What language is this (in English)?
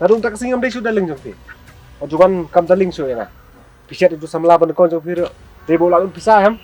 Khasi